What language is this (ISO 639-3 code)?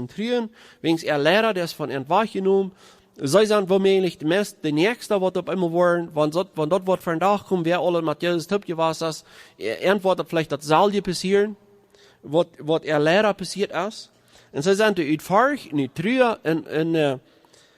pdt